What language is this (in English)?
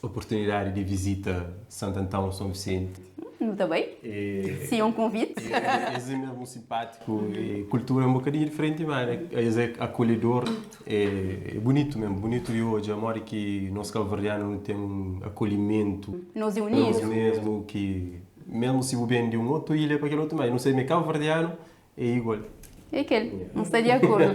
Kabuverdianu